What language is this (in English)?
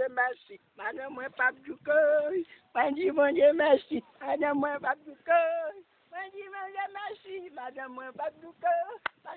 Haitian Creole